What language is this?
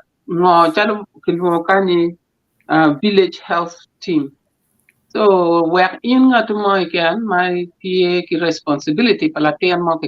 Acoli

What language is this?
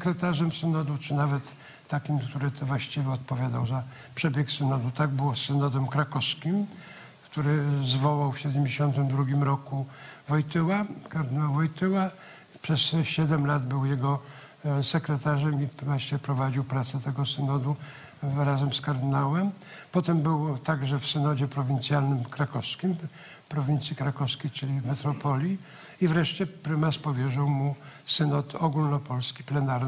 Polish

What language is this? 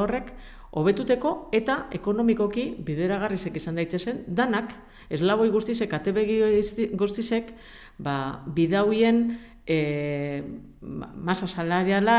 Basque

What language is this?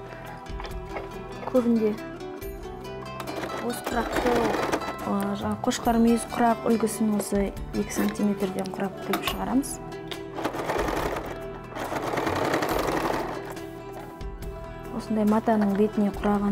Kazakh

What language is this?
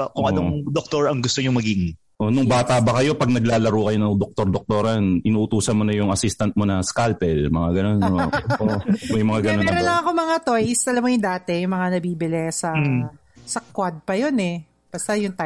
Filipino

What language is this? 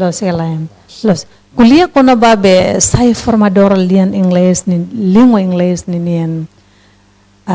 Tetum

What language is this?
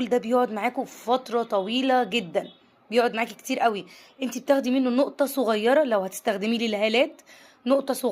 Egyptian Arabic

